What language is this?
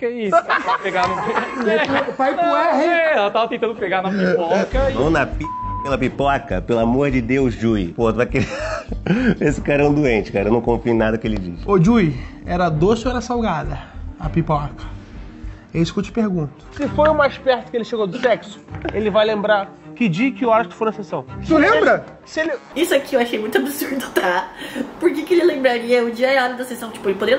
Portuguese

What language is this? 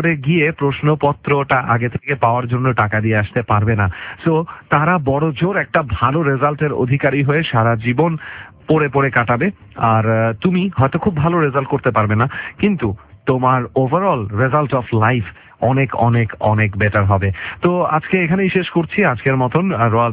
Bangla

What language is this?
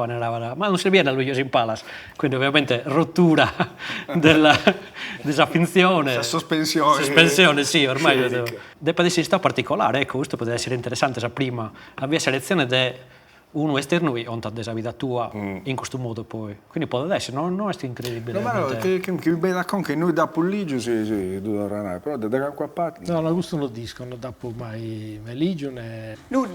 Sardinian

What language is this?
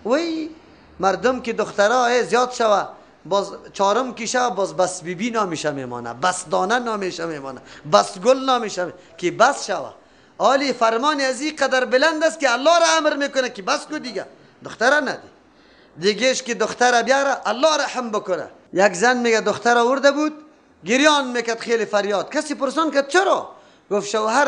Persian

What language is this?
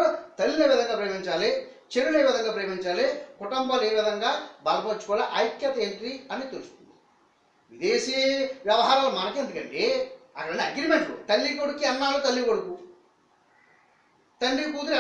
Telugu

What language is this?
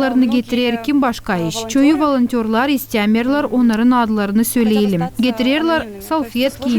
Gagauz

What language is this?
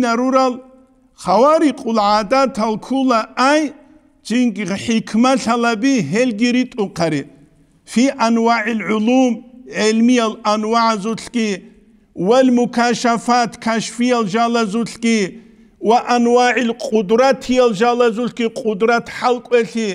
Avaric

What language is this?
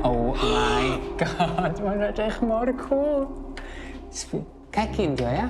Welsh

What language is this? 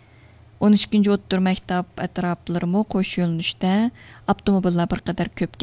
Uyghur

